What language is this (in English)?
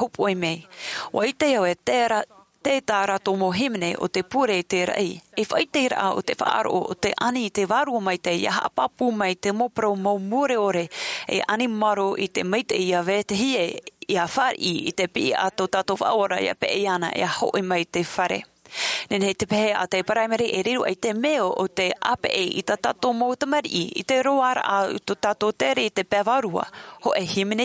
Tahitian